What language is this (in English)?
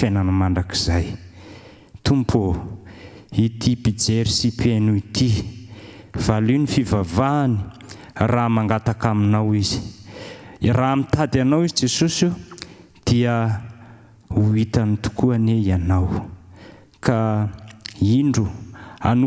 Malagasy